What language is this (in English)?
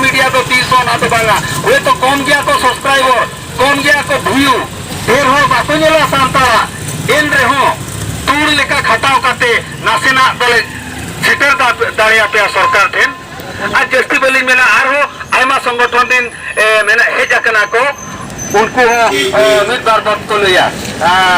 Santali